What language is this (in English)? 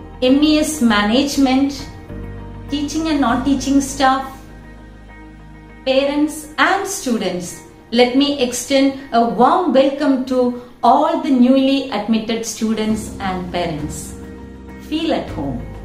English